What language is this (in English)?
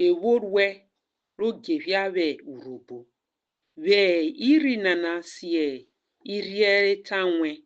Urhobo